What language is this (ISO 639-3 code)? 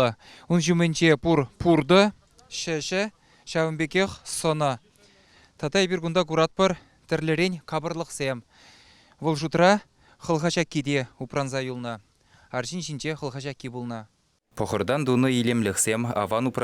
chv